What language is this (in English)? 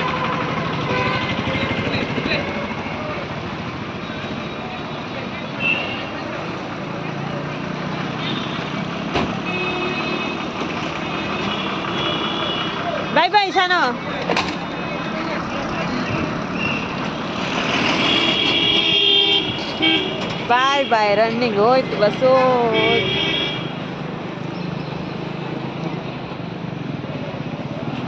Kannada